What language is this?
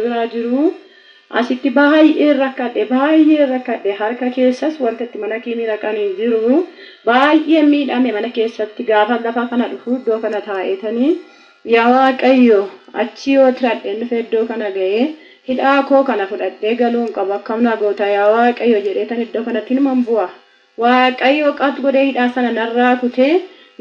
Oromo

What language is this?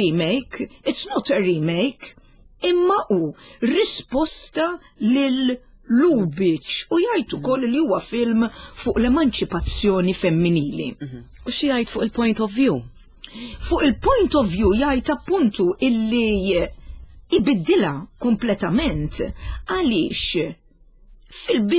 Maltese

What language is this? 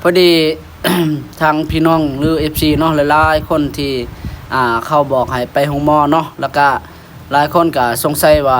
Lao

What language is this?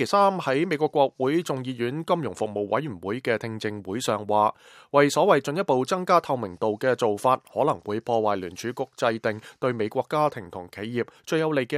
Cantonese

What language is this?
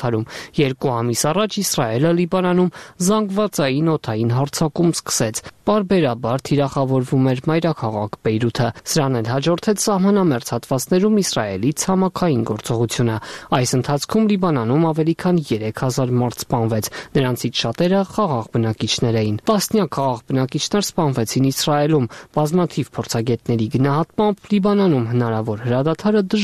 Armenian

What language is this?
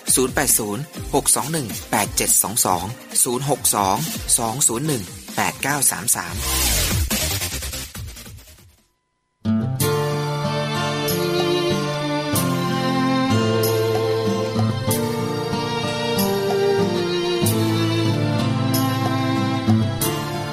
Thai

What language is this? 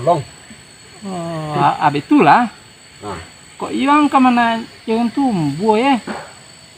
Minangkabau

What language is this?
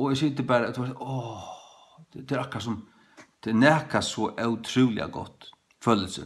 Faroese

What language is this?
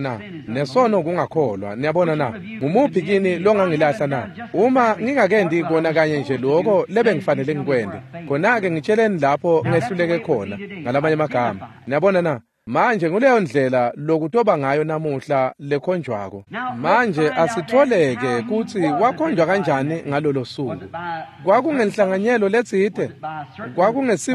Swati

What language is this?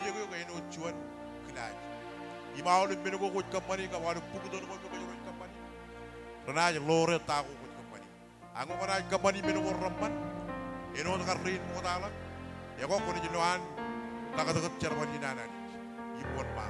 Marshallese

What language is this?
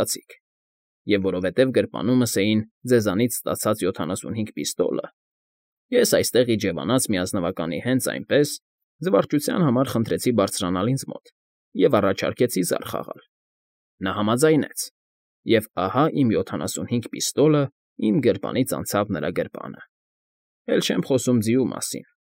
Armenian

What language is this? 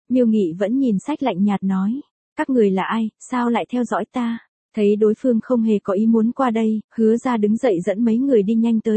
Vietnamese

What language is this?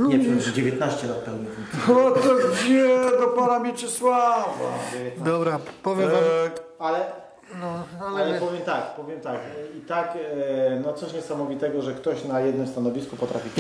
Polish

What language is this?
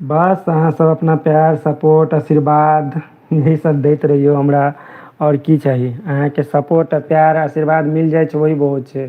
Maithili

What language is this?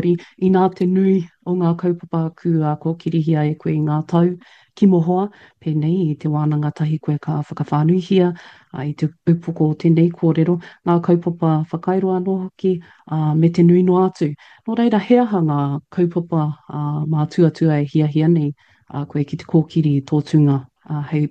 Māori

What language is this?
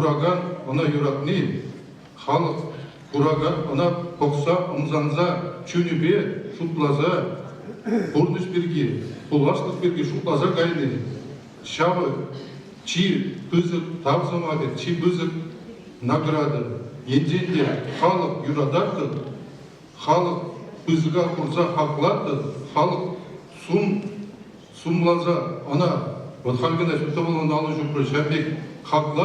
Chuvash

